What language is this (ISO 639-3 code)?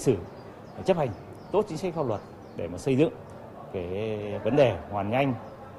vie